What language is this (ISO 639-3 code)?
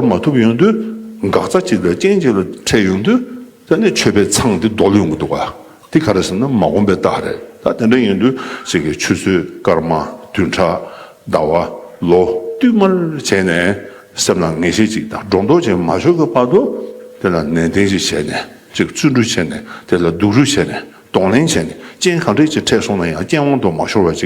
bod